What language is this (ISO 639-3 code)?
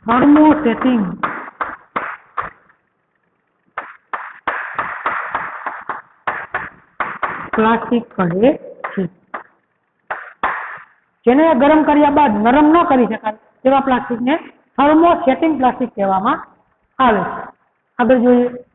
guj